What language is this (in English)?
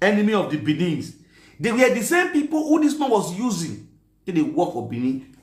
Nigerian Pidgin